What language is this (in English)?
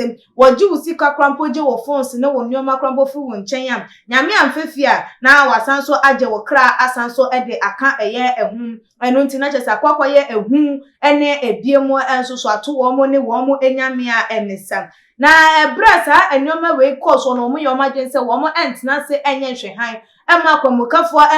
Akan